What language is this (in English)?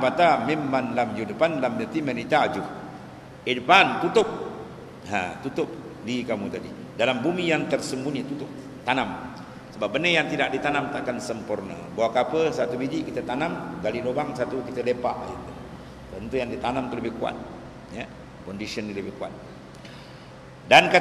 Malay